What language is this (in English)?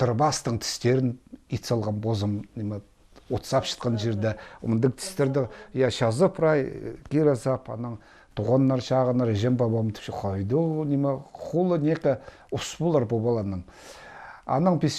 Khakas